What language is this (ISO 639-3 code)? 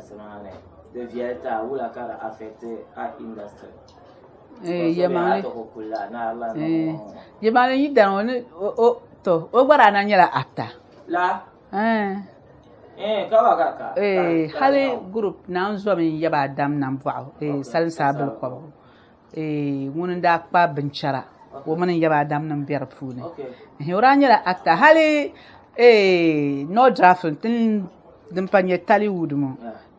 dag